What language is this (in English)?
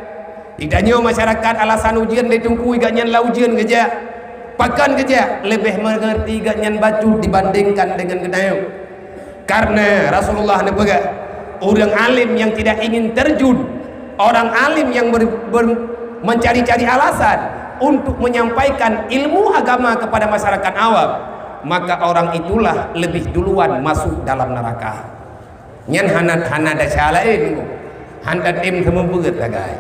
Achinese